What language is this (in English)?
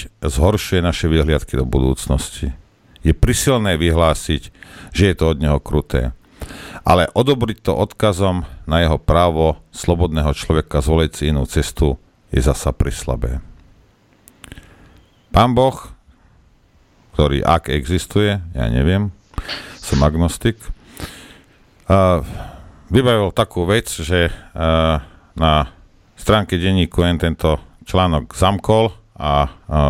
Slovak